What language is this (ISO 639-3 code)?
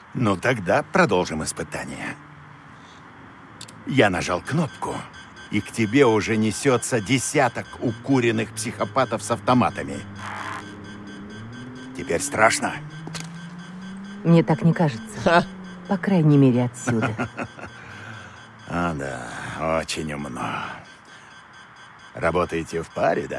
rus